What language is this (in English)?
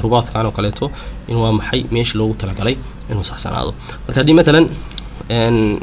Somali